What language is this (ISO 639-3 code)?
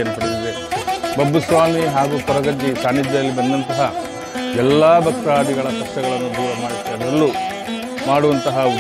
kan